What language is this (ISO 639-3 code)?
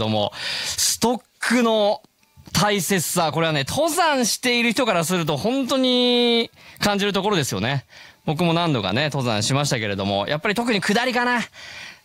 jpn